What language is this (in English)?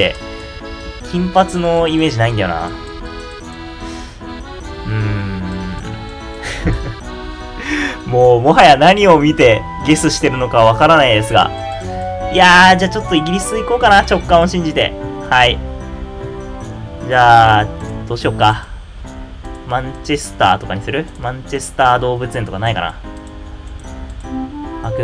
Japanese